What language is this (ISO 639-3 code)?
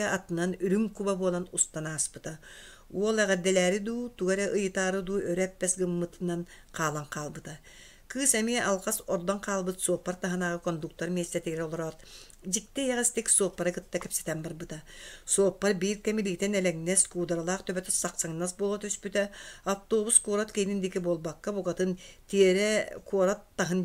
sah